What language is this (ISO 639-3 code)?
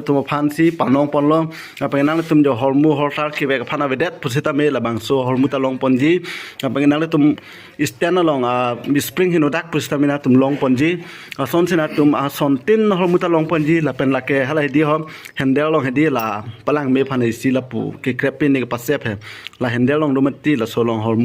mjw